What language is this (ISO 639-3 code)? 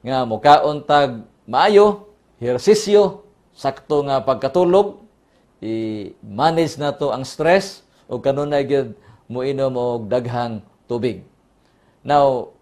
ceb